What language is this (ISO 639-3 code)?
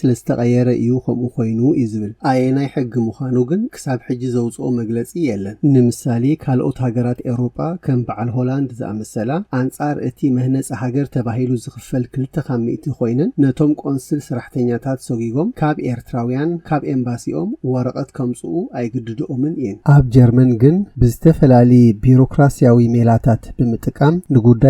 tir